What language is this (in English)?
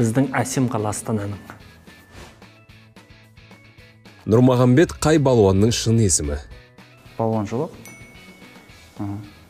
Kazakh